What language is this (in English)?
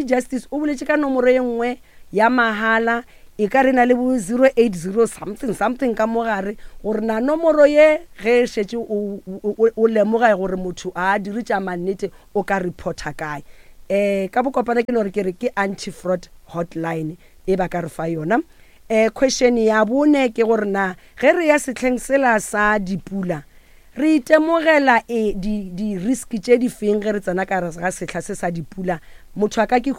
Northern Sotho